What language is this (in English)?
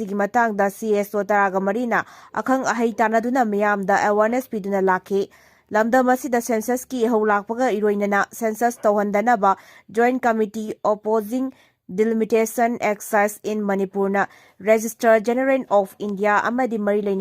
Manipuri